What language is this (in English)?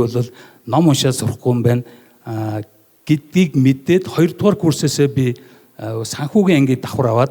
Mongolian